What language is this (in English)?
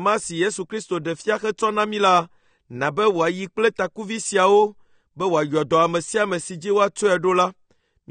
Ewe